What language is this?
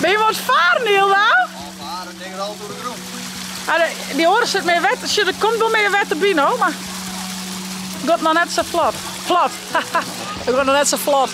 Western Frisian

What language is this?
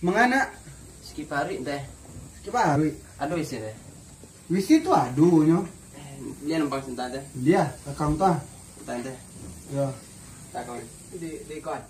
Minangkabau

